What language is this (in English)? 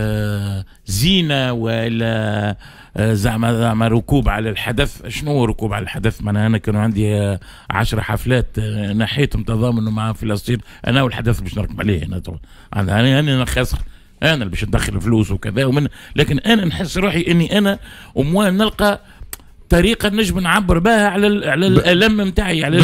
Tunisian Arabic